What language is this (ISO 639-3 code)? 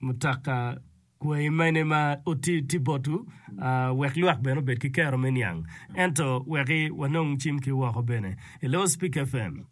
ach